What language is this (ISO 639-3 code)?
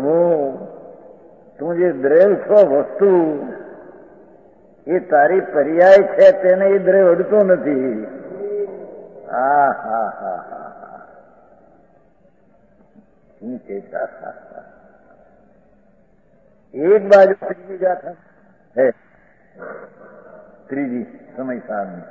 guj